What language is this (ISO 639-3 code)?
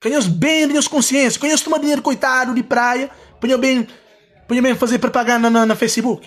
kea